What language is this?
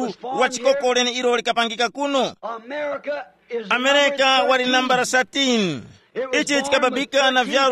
Tumbuka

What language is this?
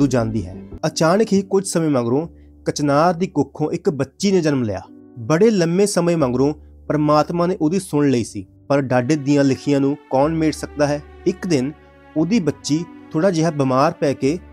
Punjabi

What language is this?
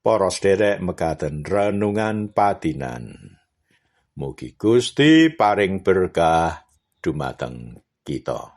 Javanese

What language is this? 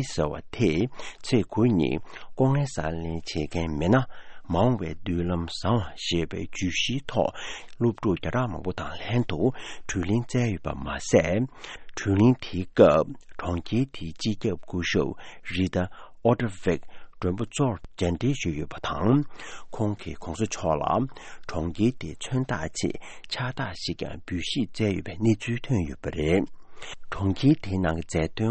Tibetan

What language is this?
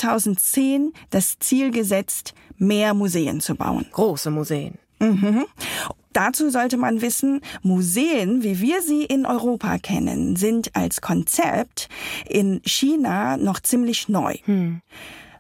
German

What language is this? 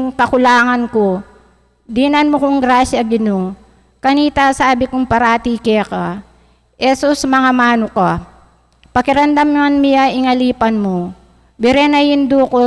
Pampanga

